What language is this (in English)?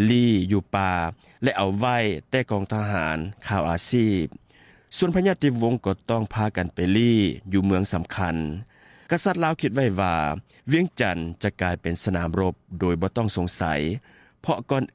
Lao